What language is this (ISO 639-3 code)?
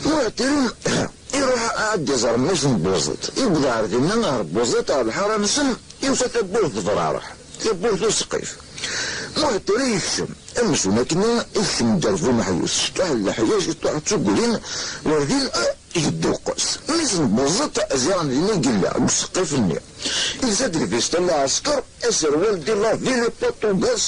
kab